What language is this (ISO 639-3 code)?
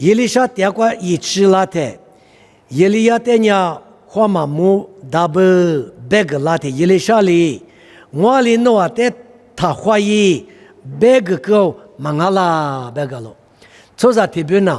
lis